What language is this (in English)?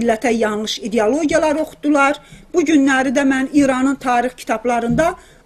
South Azerbaijani